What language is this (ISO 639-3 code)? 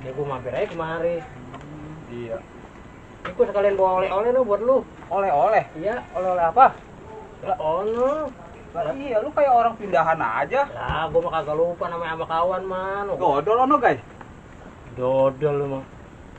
bew